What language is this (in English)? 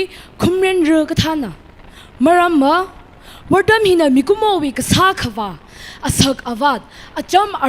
Tangkhul Naga (India)